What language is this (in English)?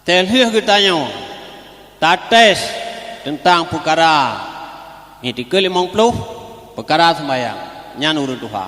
Achinese